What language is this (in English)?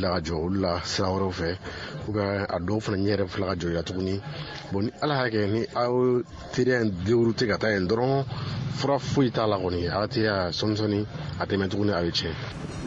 Bambara